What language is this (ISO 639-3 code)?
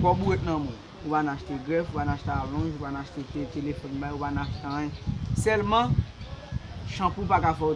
hat